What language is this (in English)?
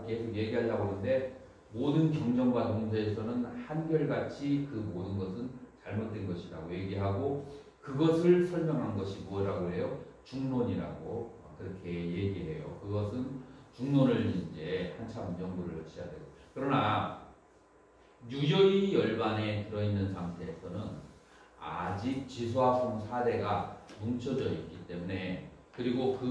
Korean